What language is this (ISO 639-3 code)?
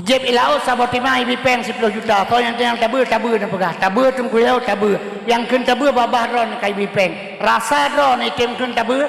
ace